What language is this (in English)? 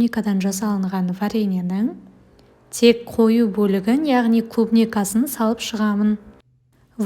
Kazakh